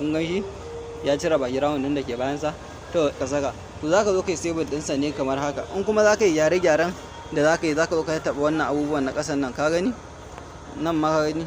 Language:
Hausa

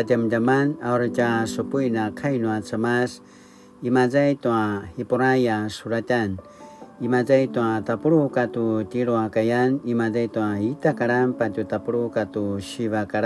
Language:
Paiwan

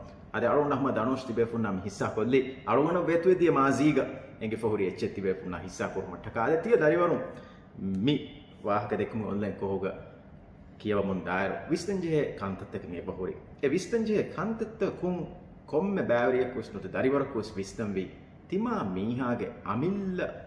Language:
Divehi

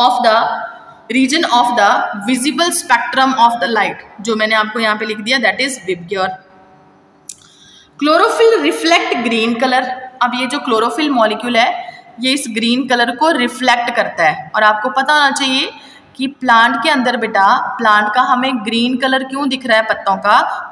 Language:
Hindi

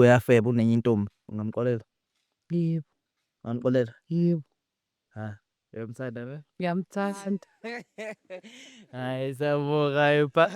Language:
Zulu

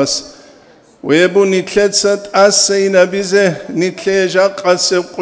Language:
Avaric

